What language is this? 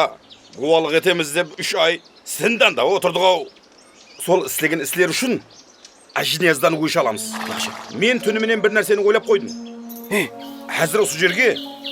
Kara-Kalpak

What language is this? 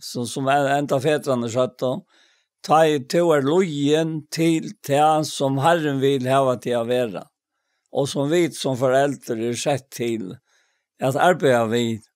Faroese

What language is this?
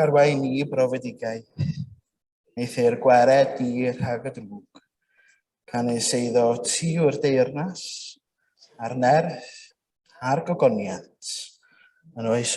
Welsh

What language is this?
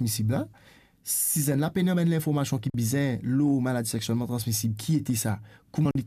Morisyen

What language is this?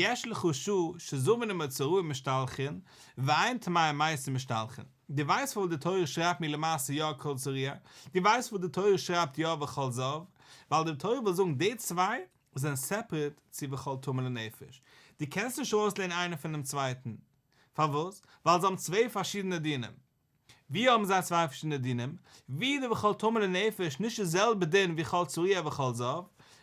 Yiddish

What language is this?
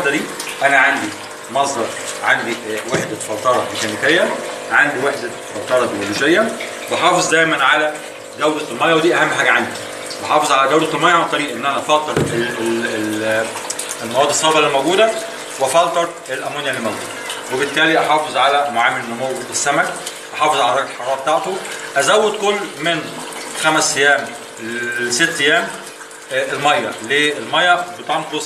Egyptian Arabic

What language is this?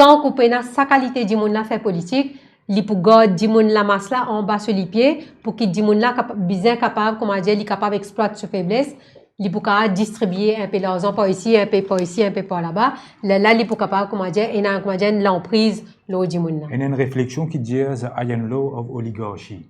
Morisyen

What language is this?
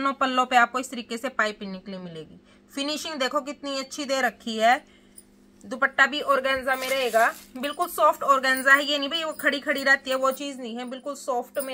Hindi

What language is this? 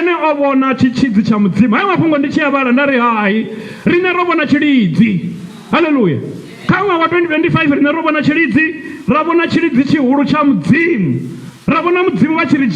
Venda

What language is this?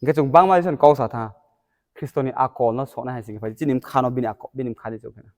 Riang (India)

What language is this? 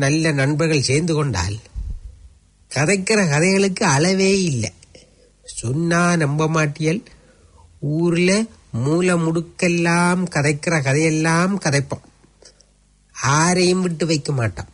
Tamil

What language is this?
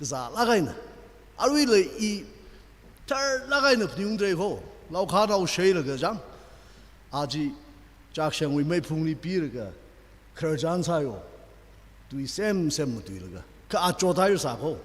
Tangkhul Naga (India)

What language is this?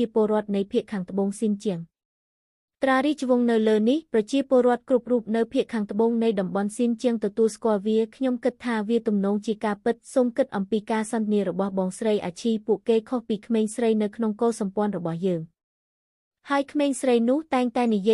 Khmer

